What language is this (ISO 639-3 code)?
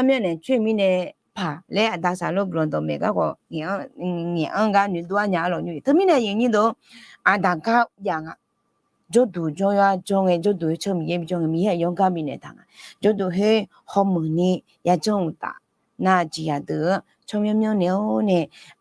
ahk